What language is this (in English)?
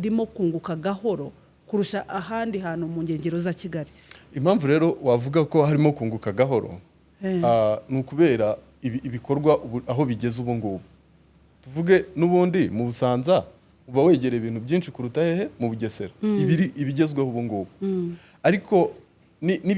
Kinyarwanda